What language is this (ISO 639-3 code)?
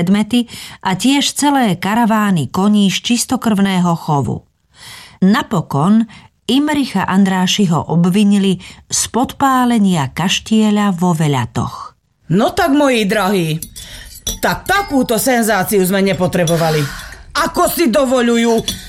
slk